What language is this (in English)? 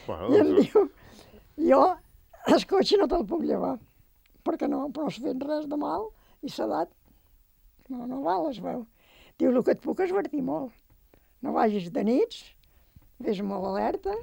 Catalan